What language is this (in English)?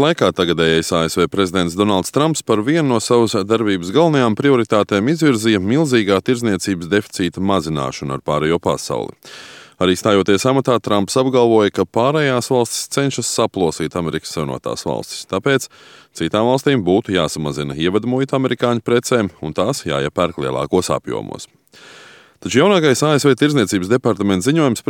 Latvian